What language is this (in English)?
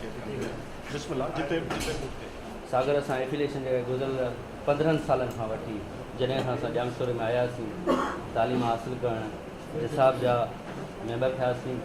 Sindhi